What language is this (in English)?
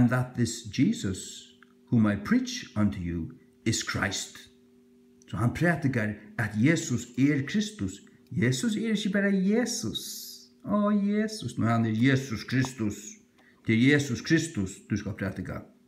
Faroese